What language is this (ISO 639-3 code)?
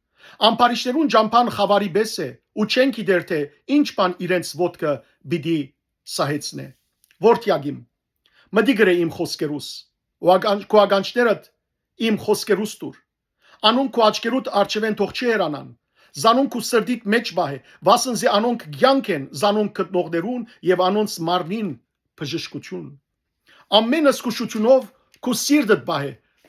hyw